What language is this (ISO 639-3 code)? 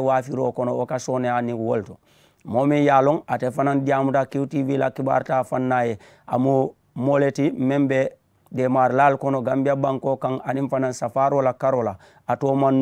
man